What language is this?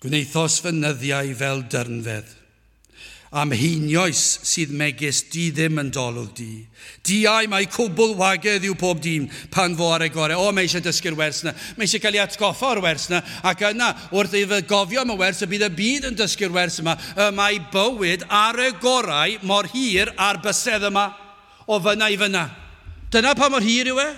Welsh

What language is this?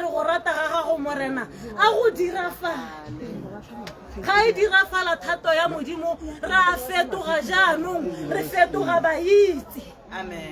Tswana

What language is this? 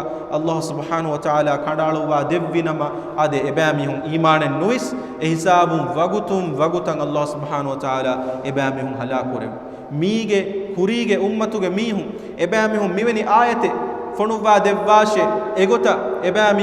Divehi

